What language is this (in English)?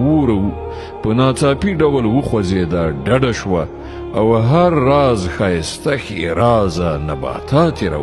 Pashto